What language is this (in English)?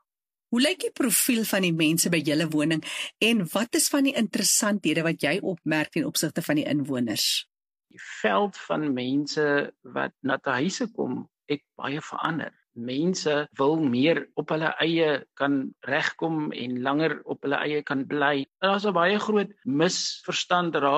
Afrikaans